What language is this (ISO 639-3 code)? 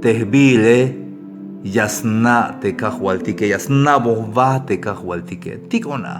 tzh